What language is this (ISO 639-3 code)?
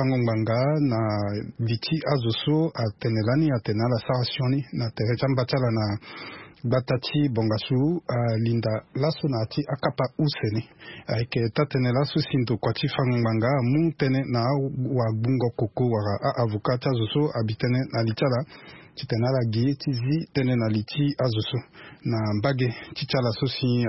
sag